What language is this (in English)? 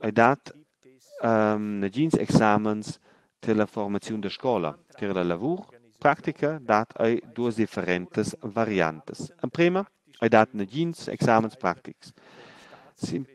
Romansh